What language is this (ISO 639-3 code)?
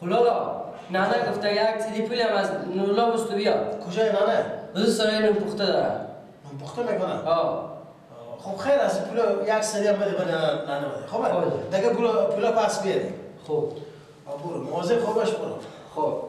fas